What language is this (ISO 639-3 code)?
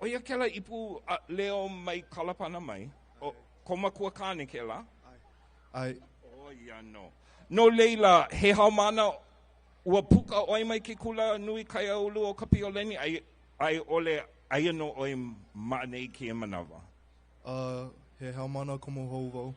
haw